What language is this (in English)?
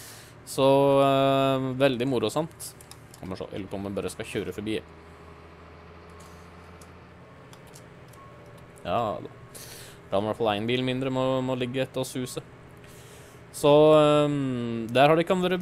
Norwegian